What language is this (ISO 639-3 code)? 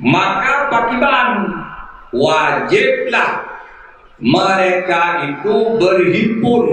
ace